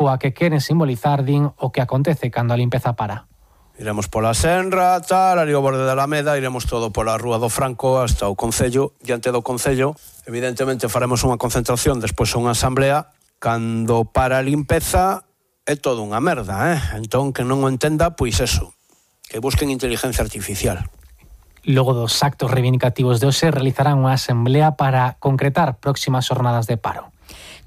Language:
Galician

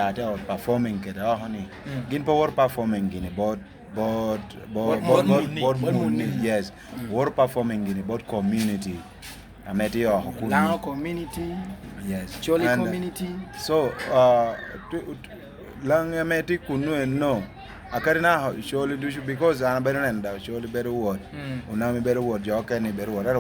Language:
Lango (Uganda)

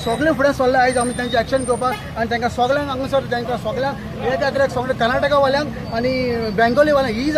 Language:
Konkani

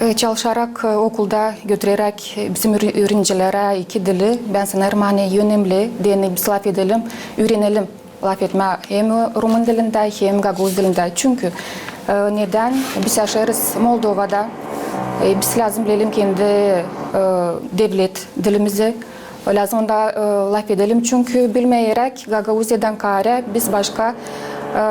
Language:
Gagauz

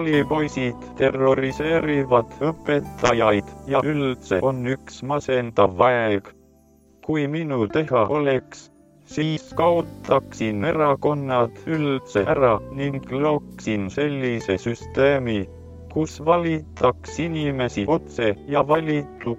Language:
Estonian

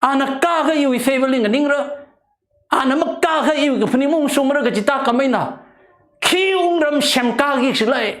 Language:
Tangkhul Naga (India)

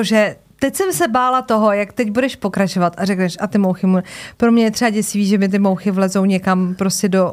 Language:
Czech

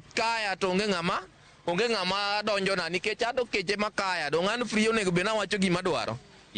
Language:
Luo (Kenya and Tanzania)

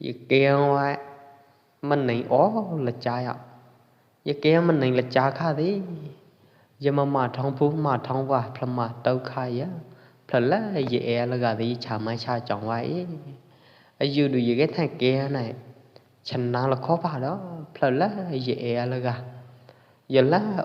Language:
Pwo Eastern Karen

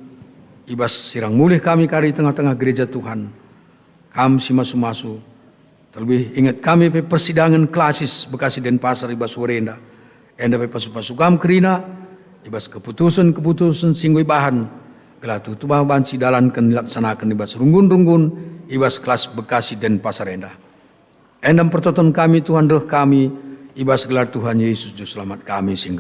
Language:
Batak Karo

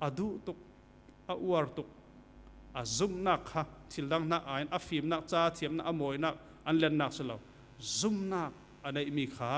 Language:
Falam Chin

